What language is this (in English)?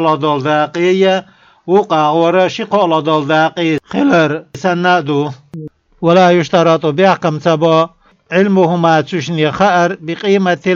Chechen